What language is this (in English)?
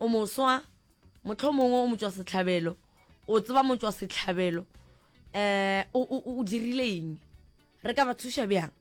Northern Sotho